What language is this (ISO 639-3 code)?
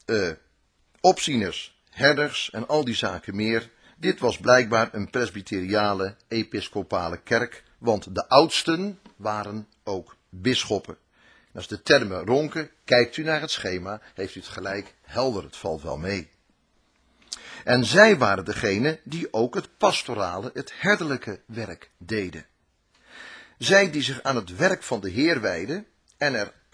nld